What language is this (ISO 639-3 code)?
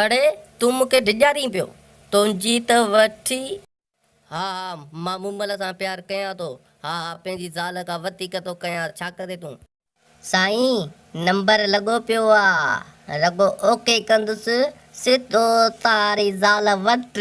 snd